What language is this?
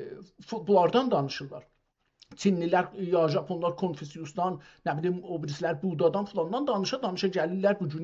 South Azerbaijani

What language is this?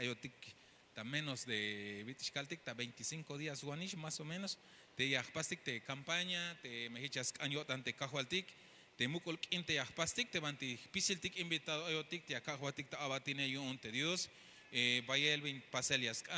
Tzeltal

